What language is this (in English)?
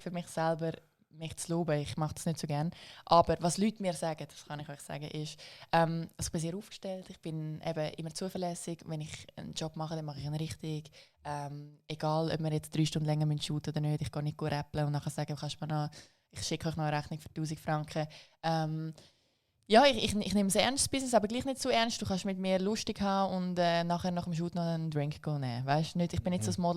Swiss German